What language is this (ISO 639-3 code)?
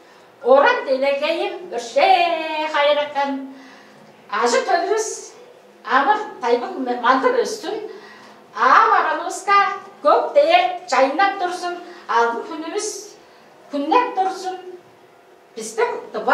tyv